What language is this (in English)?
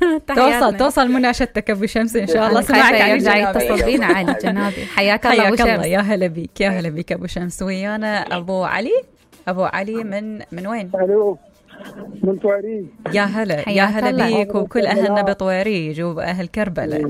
Mesopotamian Arabic